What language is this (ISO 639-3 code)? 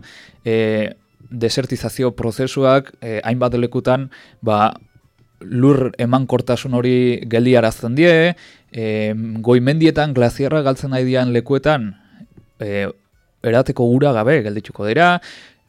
eus